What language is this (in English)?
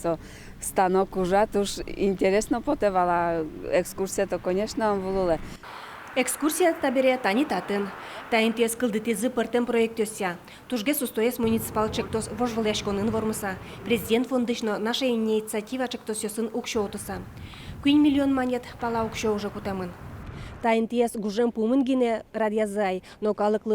Udmurt